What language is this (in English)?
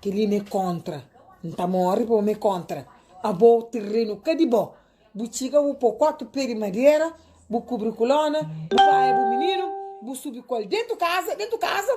Kabuverdianu